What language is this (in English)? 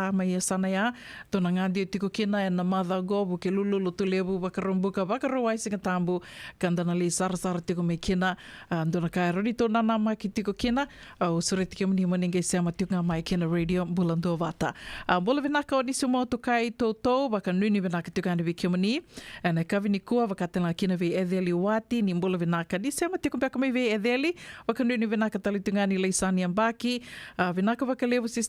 Fijian